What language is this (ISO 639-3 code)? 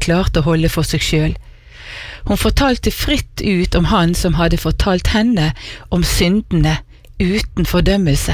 nor